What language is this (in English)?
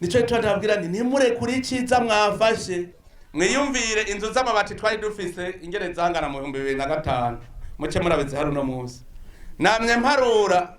Rundi